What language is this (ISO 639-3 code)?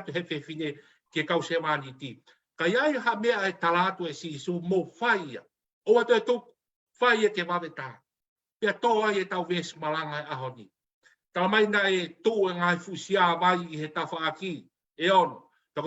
ton